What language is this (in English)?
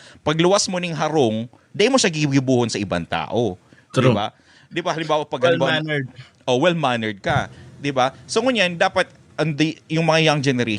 Bikol